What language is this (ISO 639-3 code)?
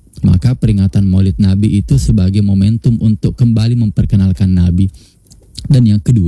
ind